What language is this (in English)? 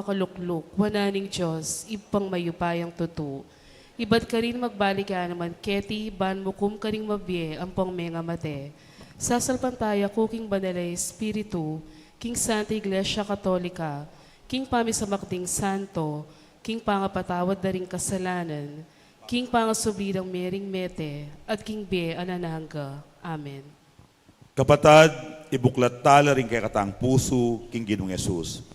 Pampanga